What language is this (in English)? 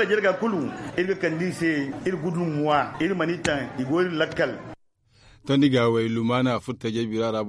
Zarma